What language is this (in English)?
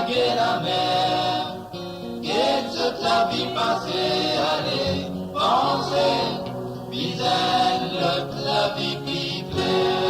Morisyen